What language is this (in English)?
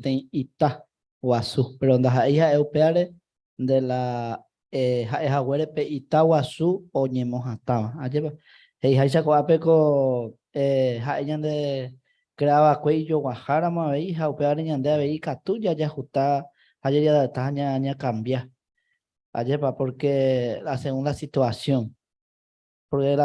Guarani